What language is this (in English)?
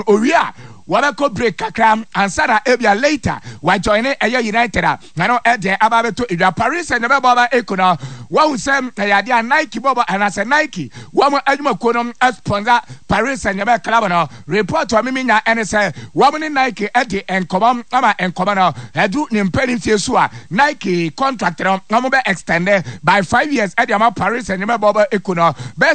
Akan